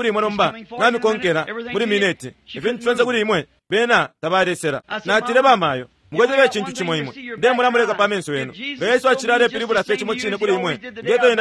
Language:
Bemba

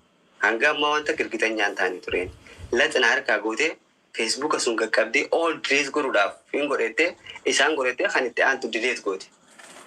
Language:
Oromo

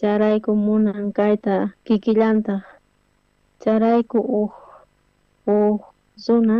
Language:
South Bolivian Quechua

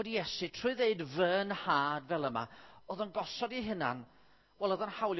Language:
Welsh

